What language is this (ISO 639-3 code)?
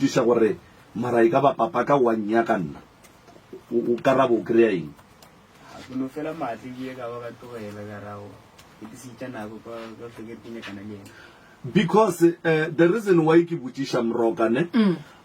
nso